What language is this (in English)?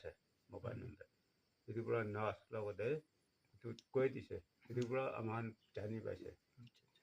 Naga Pidgin